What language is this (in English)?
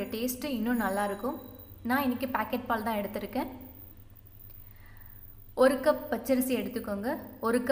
Tamil